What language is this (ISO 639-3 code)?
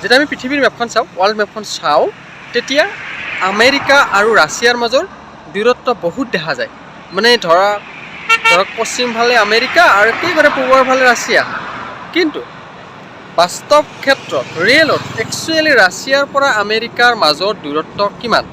asm